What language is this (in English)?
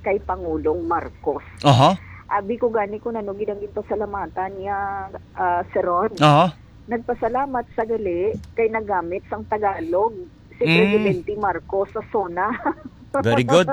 Hiligaynon